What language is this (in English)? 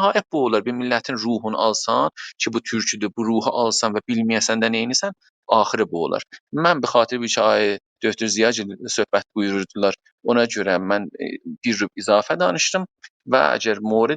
South Azerbaijani